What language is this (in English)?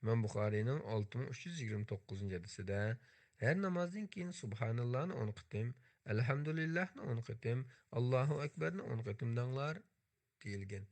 Uyghur